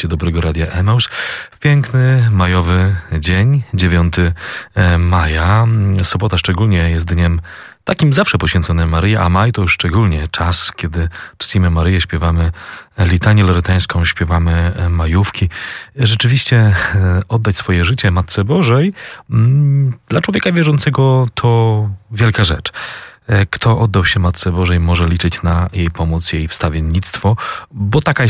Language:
Polish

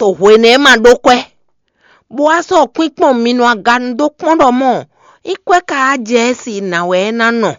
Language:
Fon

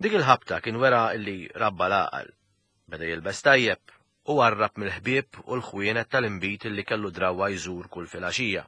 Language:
Maltese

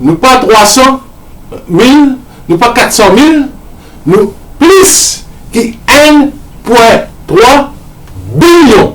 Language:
Morisyen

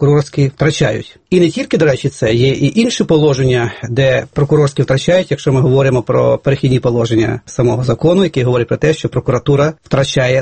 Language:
Ukrainian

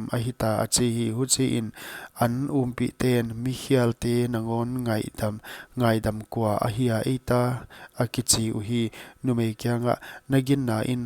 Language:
Paite Chin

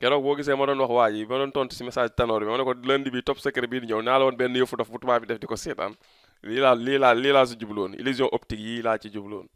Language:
Wolof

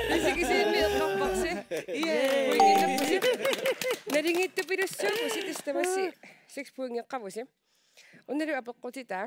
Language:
Kalaallisut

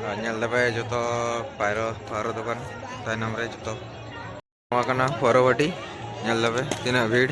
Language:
Santali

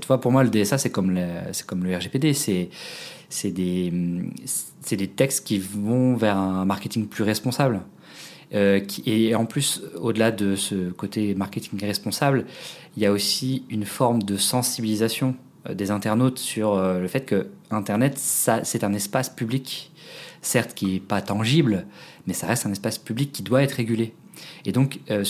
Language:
French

